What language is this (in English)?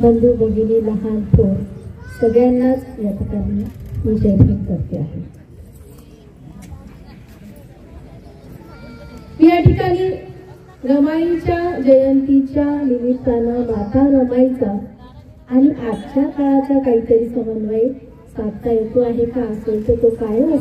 Marathi